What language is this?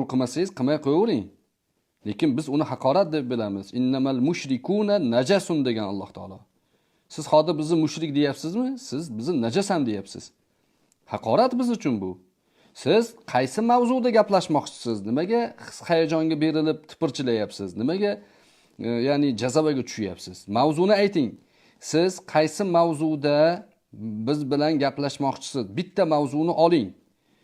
Uzbek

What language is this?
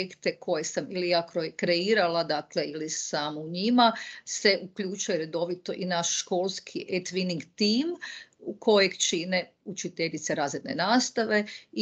Croatian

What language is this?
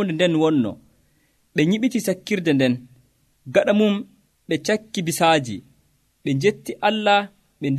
Nigerian Fulfulde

